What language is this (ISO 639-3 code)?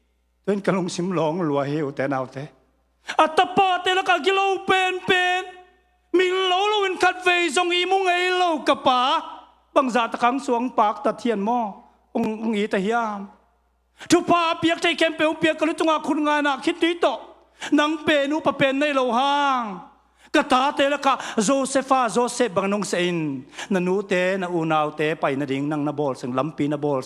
ctd